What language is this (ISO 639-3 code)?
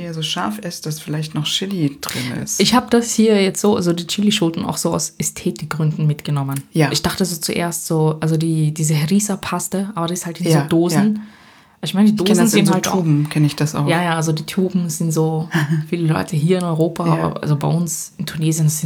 deu